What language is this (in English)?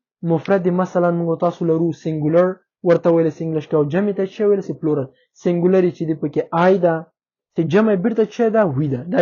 Pashto